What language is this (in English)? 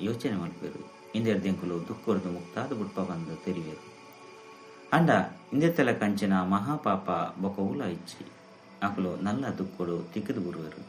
Tulu